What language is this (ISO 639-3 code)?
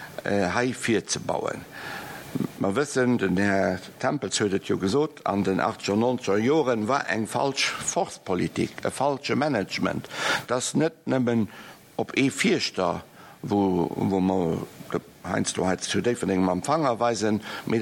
ltz